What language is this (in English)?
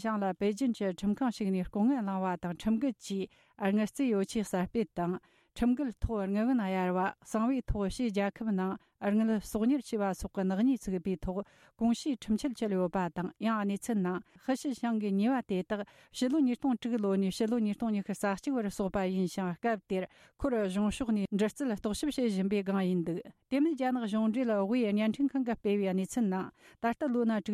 Tibetan